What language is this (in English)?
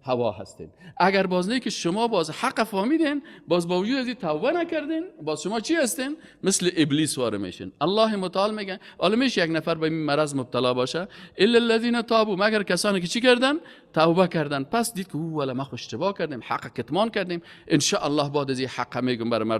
Persian